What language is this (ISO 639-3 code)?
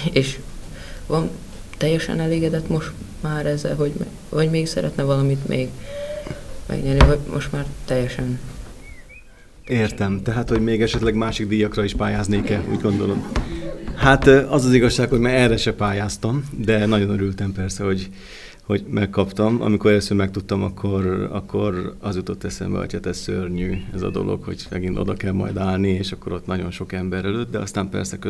hun